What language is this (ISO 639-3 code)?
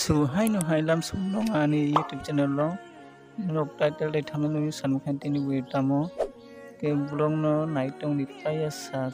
trp